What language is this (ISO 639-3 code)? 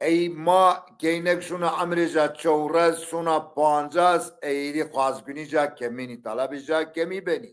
zza